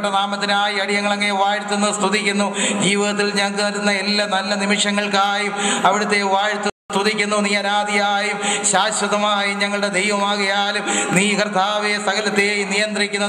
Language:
Malayalam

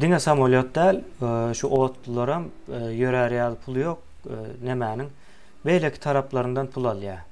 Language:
Turkmen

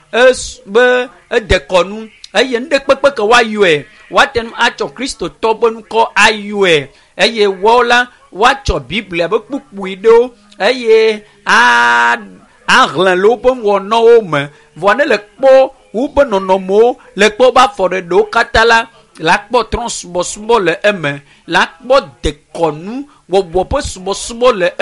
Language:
Ewe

